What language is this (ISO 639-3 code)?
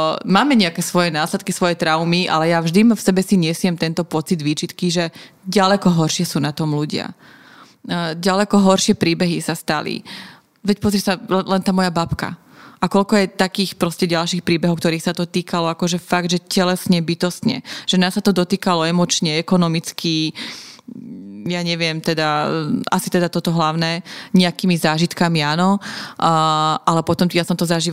slk